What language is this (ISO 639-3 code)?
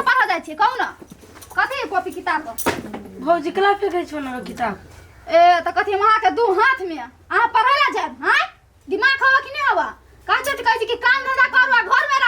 mai